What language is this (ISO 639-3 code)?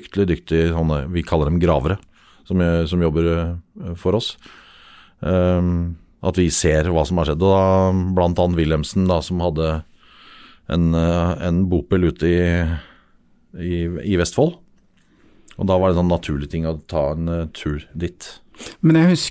nor